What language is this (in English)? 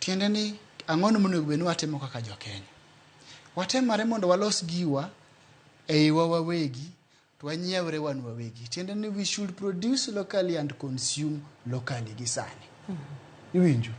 Luo (Kenya and Tanzania)